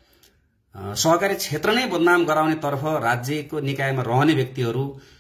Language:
Nepali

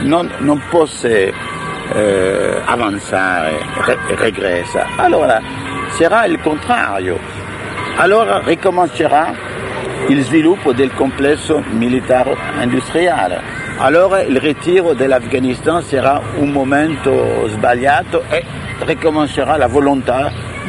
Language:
Italian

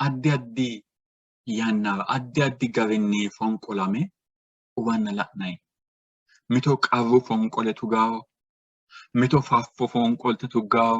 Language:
Sidamo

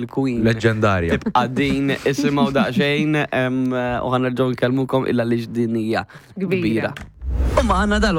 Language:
Maltese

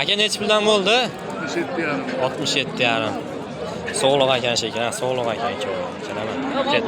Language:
Uzbek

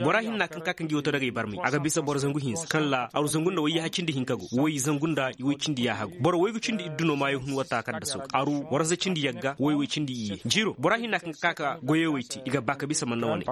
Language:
Zarma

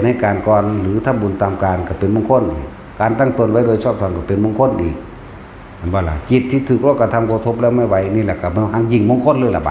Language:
Northeastern Thai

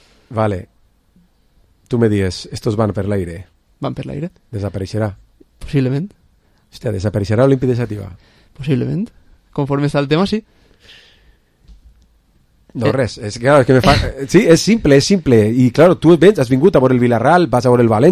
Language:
Catalan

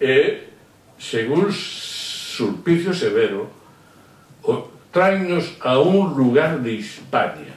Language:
Galician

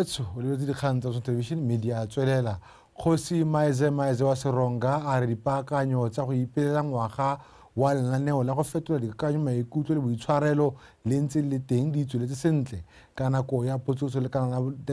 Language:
Tswana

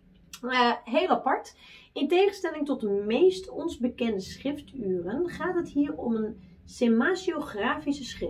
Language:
Dutch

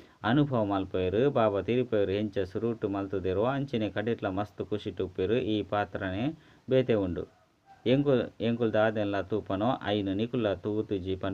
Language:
Tulu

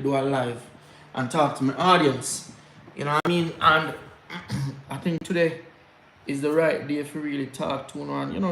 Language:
Jamaican Creole English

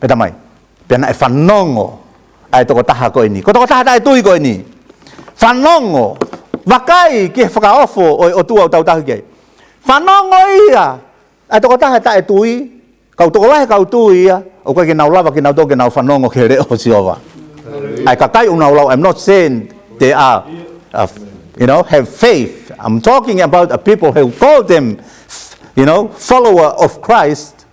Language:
Tongan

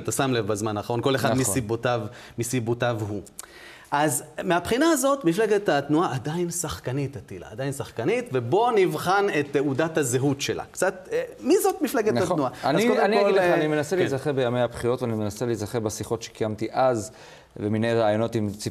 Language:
Hebrew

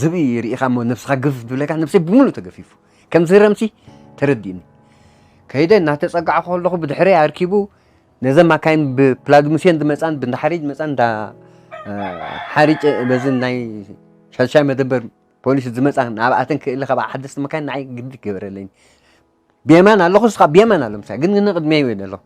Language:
Tigrinya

